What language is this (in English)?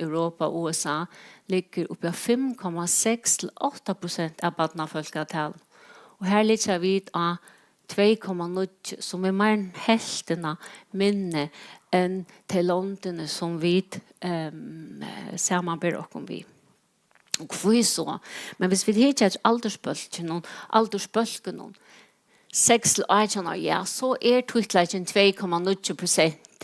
Faroese